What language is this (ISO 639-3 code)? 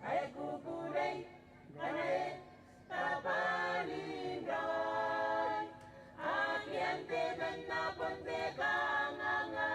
gil